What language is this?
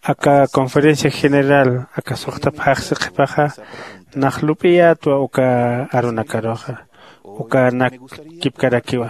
Aymara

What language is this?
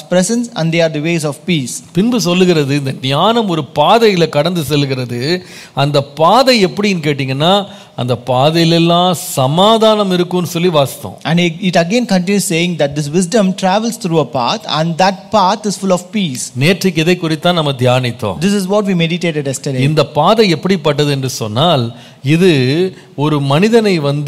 Tamil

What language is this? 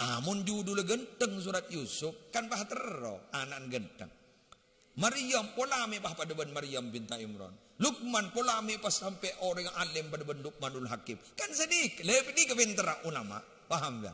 Madurese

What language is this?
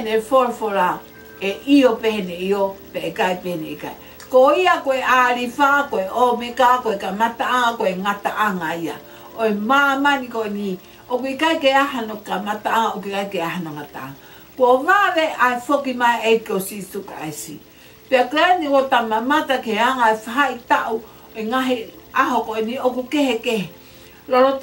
Tongan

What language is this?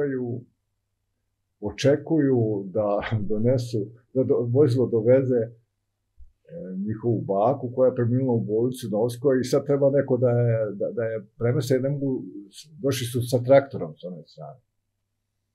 Serbian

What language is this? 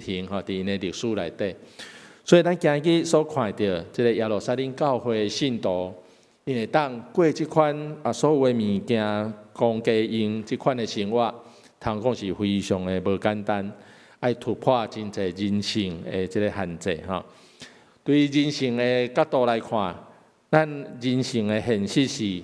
Min Nan Chinese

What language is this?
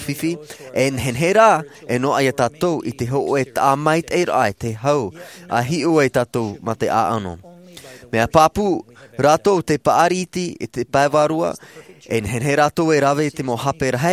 Tahitian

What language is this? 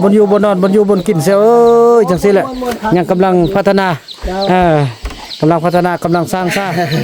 Northeastern Thai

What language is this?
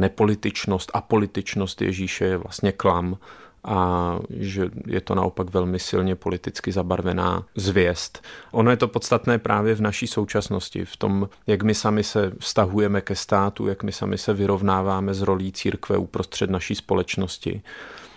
Czech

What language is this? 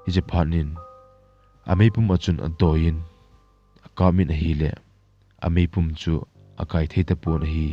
Thado Chin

